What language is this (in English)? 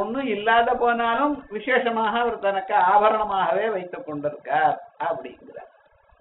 Tamil